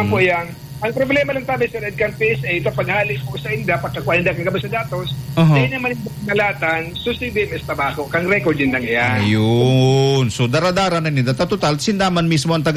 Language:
Bikol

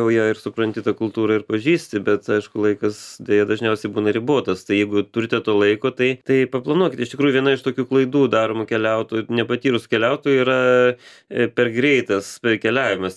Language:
Lithuanian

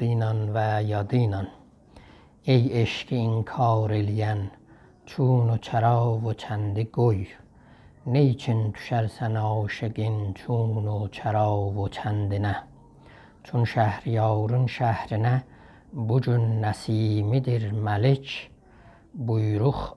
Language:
South Azerbaijani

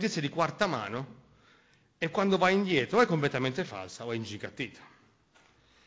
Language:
Italian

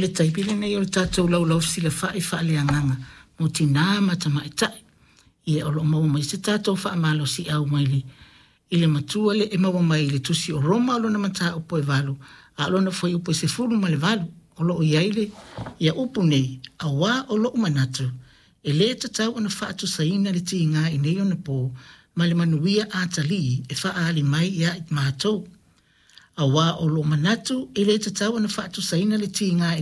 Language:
Samoan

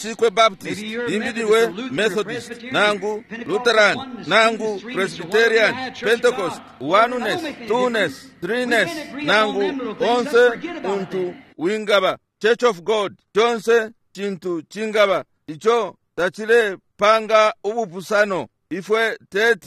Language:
Bemba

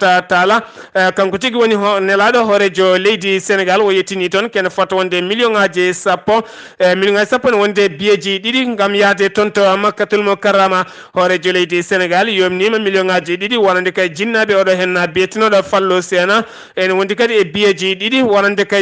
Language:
Fula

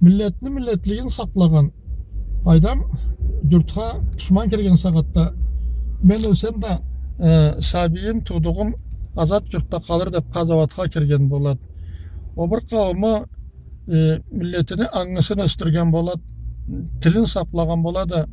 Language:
Karachay-Balkar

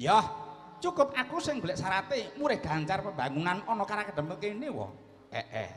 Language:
Javanese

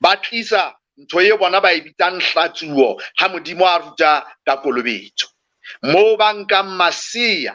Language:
Southern Sotho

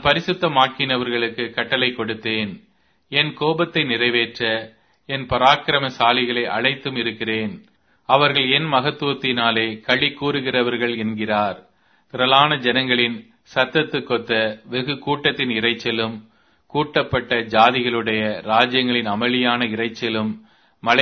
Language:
Tamil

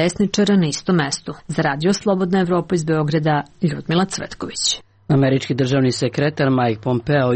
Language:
Serbian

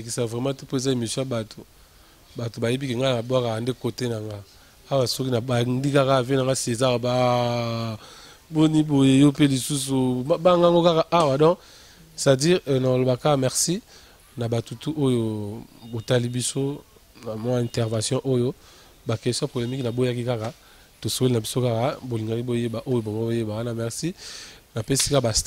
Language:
Lingala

